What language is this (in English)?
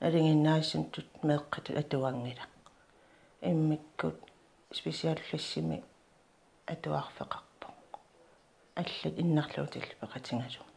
Kalaallisut